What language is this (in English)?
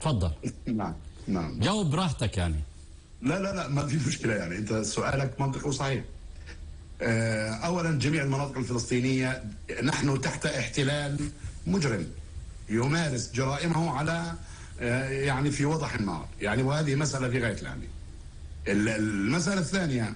North Levantine Arabic